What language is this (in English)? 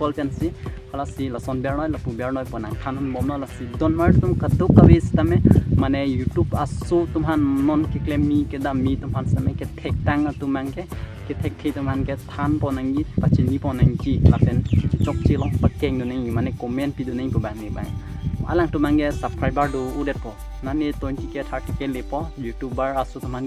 Karbi